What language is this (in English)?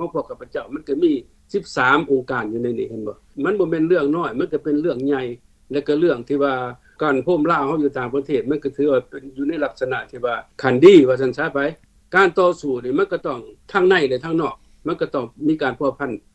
Lao